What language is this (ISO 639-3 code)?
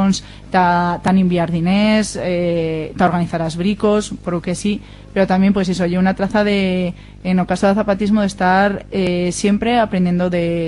arg